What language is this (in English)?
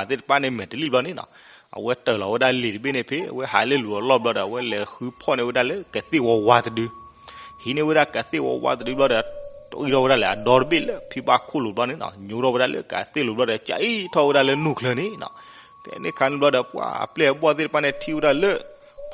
S'gaw Karen